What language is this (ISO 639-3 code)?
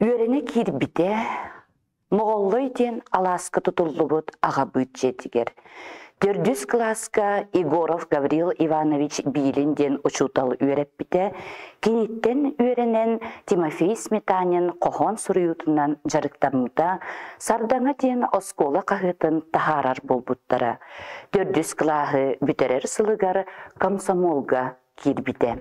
sah